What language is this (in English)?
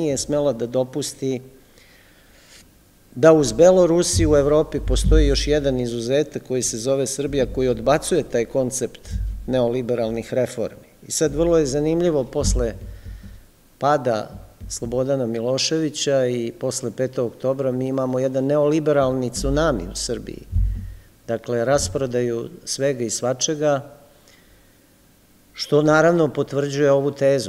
Serbian